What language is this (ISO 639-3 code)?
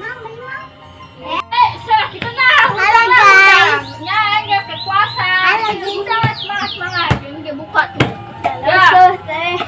sun